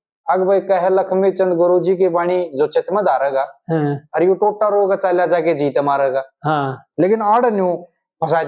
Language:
Haryanvi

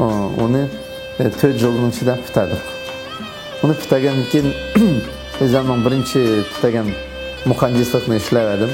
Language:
Uyghur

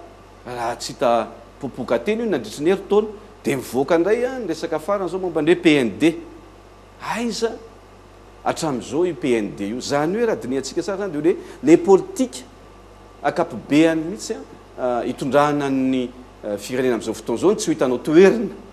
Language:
Malagasy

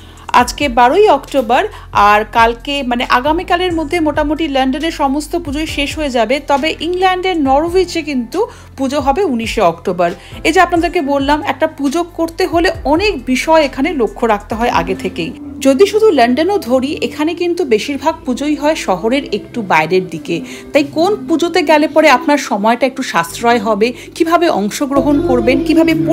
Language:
Bangla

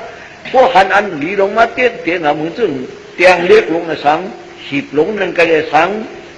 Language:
Shan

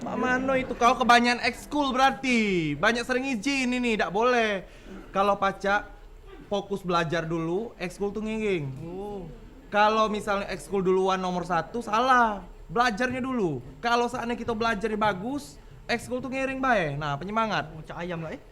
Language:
Musi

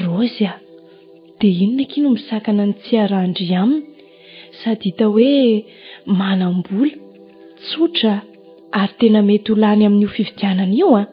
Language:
Malagasy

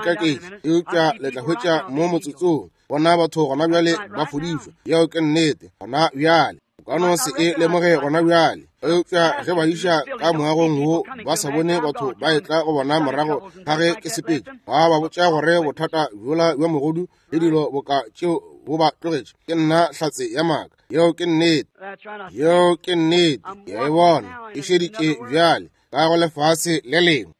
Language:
Northern Sotho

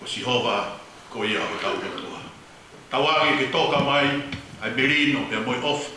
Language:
Tongan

